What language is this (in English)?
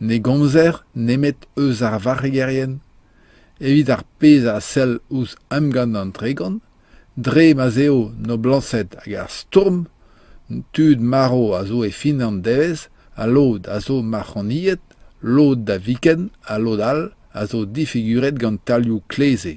Breton